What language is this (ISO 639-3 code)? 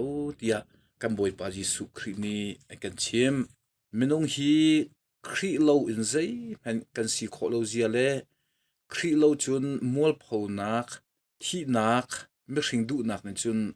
cnh